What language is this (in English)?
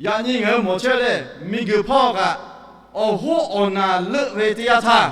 Lahu